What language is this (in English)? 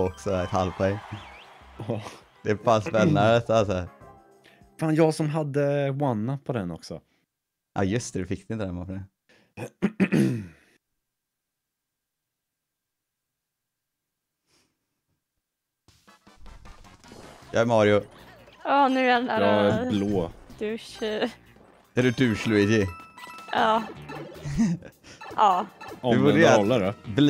Swedish